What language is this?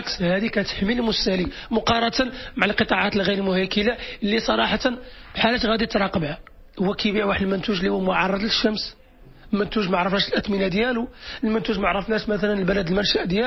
Moroccan Arabic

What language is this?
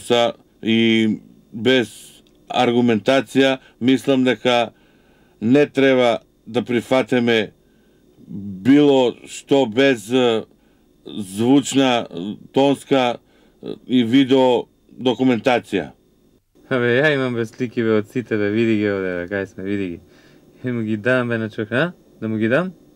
Macedonian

